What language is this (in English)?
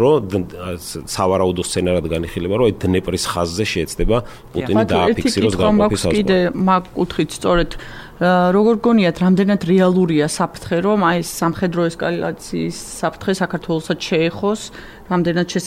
Georgian